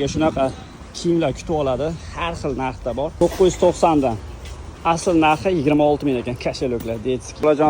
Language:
Uzbek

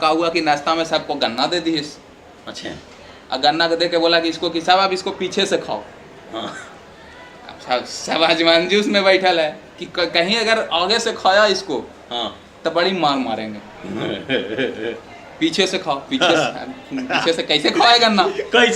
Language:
Magahi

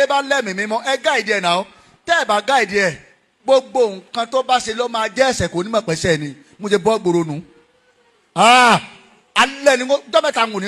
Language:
Yoruba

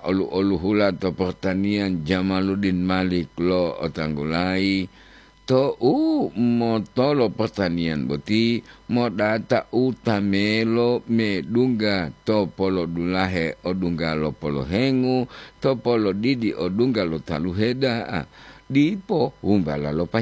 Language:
Gorontalo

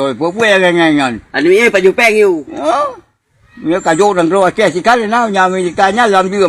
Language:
Achinese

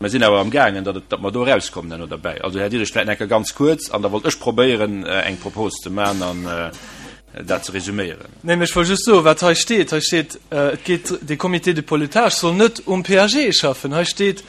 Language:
Luxembourgish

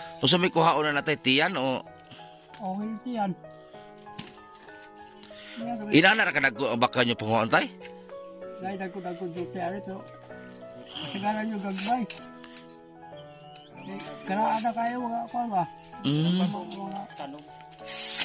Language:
Filipino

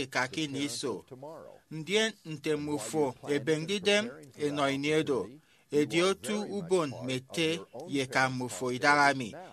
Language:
Efik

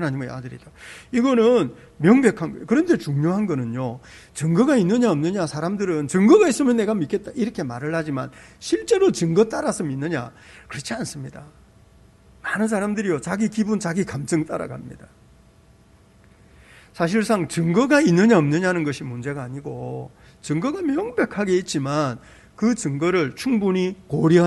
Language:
Korean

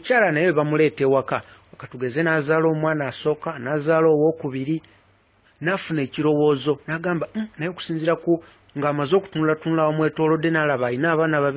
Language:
Ganda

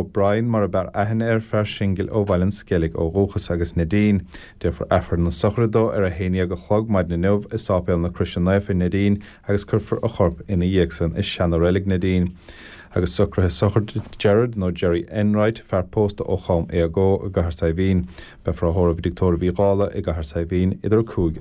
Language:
Irish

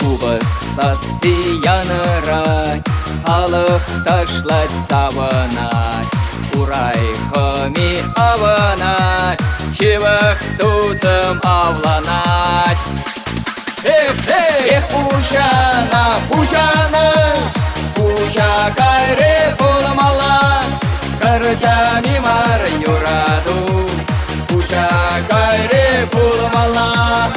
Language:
Chuvash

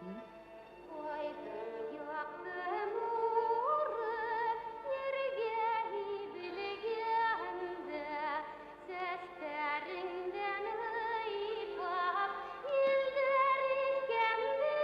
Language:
Bashkir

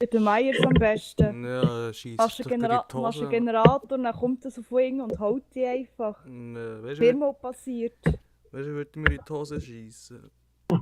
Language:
Swiss German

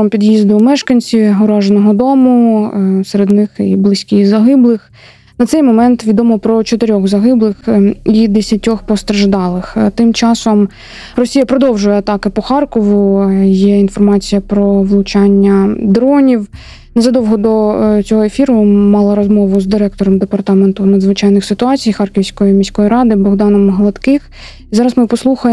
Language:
Ukrainian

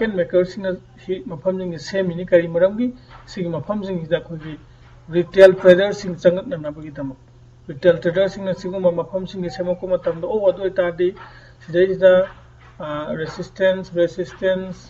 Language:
Manipuri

